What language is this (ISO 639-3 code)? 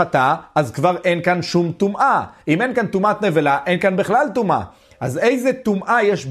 heb